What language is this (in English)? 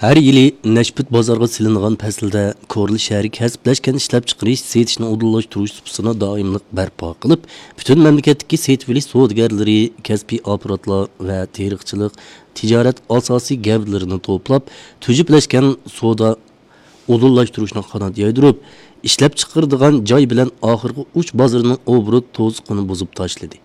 Uyghur